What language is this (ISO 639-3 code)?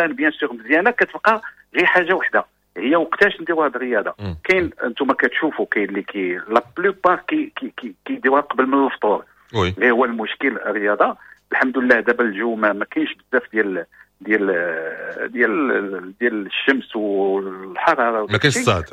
ary